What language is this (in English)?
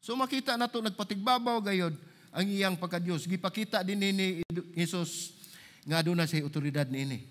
Cebuano